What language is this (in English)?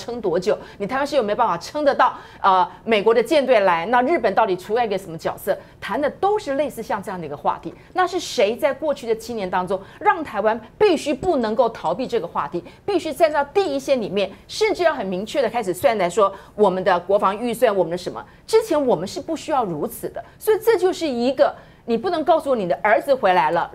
Chinese